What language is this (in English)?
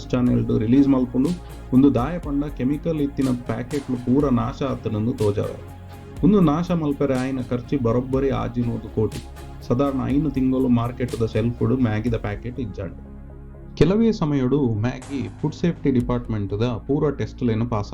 Tulu